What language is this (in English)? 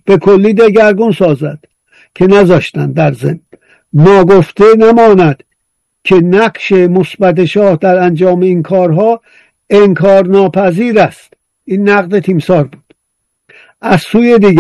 Persian